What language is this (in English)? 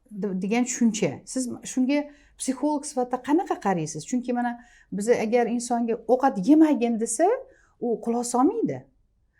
Uzbek